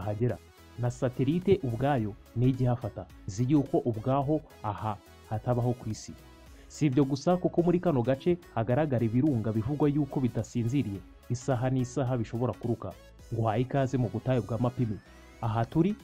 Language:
Kinyarwanda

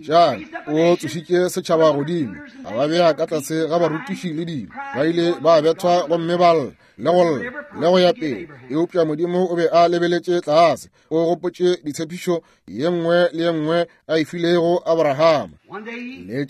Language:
Northern Sotho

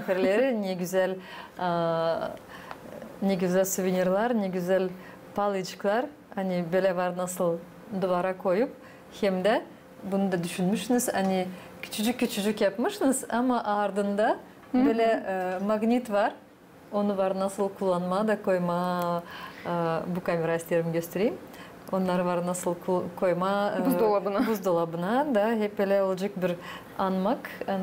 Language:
Gagauz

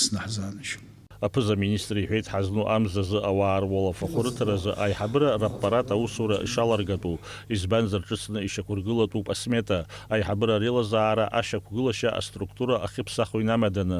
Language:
Abkhazian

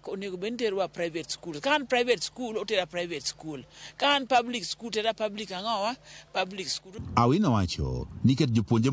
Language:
Luo (Kenya and Tanzania)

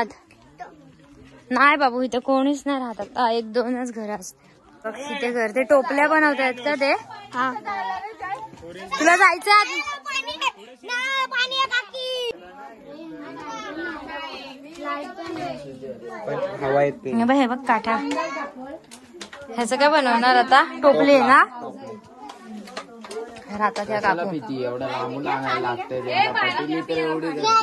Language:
Marathi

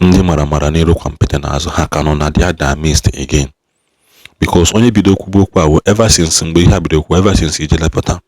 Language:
Igbo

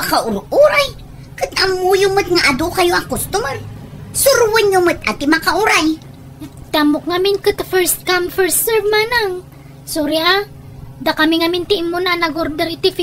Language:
Iloko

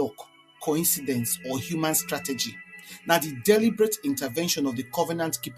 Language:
Nigerian Pidgin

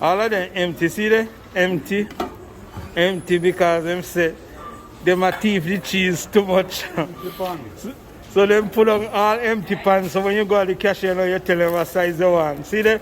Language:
Jamaican Creole English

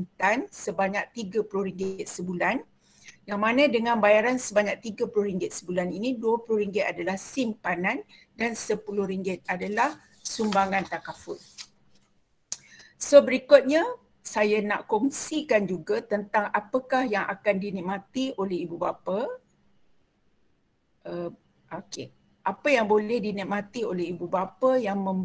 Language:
Malay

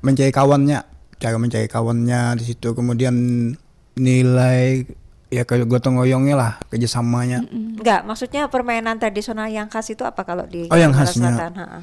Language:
Banjar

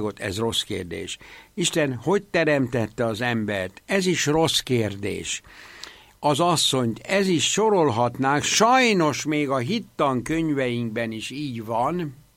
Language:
Hungarian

